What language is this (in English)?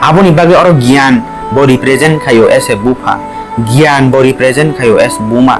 Kok Borok